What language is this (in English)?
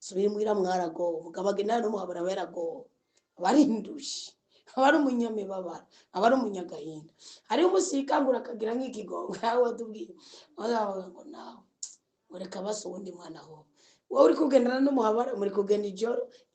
Rundi